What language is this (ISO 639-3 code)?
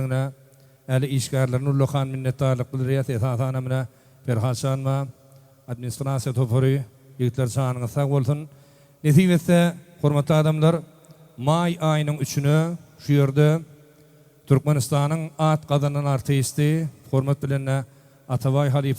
tuk